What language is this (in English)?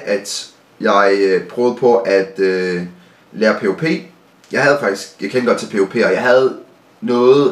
Danish